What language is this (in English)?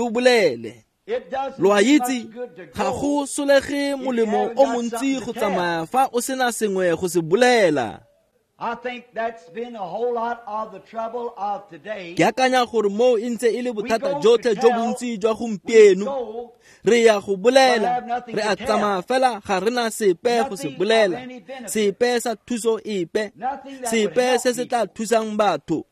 Tswana